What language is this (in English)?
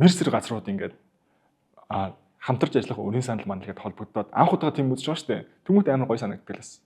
Mongolian